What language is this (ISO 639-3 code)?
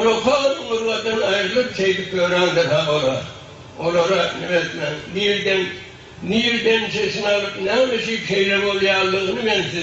tuk